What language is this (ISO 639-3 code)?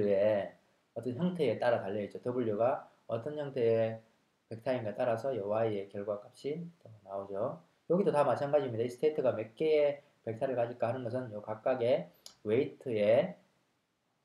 kor